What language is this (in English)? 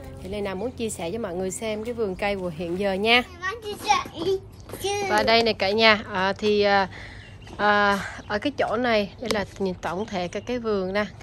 Vietnamese